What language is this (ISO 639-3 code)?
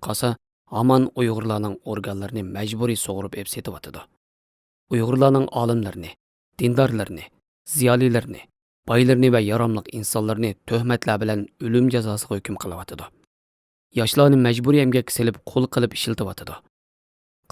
uig